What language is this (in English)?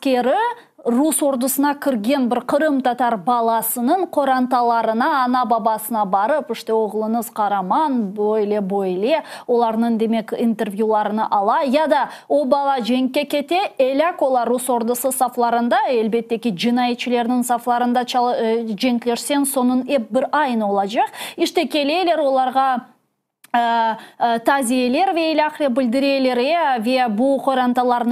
Crimean Tatar